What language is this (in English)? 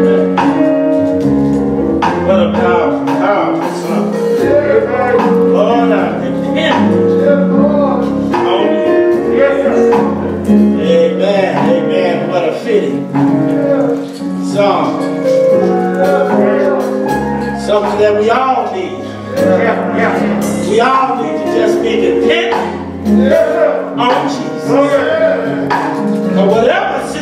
English